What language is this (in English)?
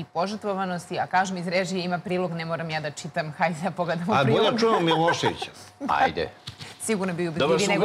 Serbian